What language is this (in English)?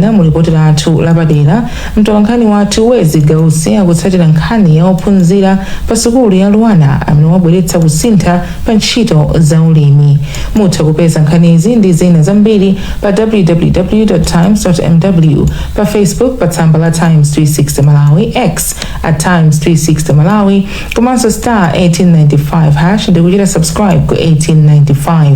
Nyanja